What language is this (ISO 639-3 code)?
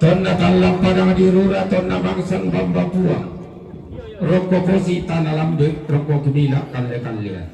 sda